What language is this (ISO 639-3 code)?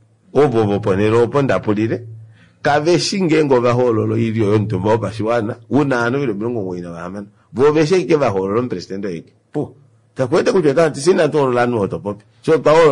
kua